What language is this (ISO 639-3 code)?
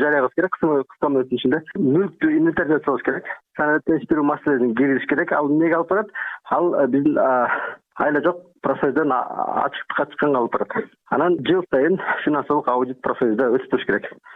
kir